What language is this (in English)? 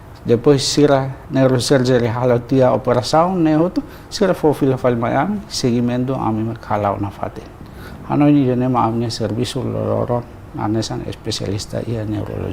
Tetum